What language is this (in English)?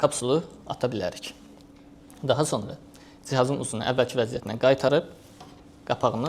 Azerbaijani